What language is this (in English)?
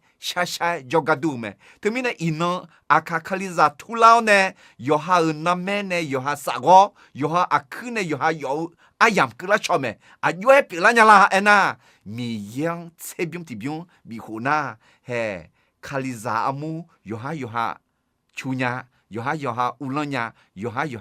Akha